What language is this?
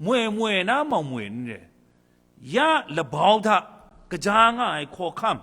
Kachin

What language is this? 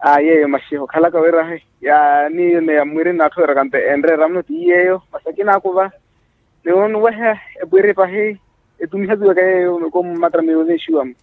Makhuwa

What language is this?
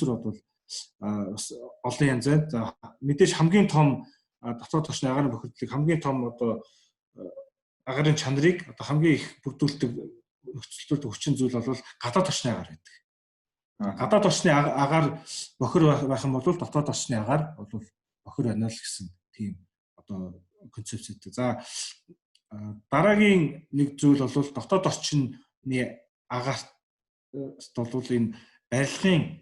Mongolian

